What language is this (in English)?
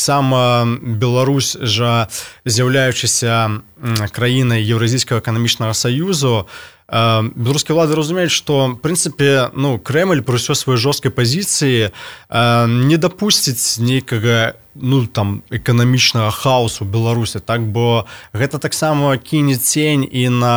Belarusian